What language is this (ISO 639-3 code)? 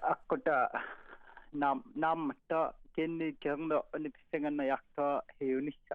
kal